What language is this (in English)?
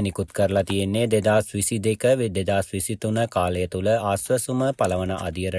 Sinhala